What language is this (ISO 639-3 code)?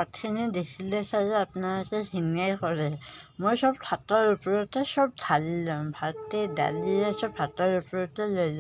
asm